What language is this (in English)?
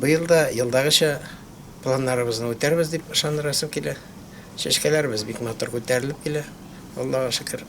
Tatar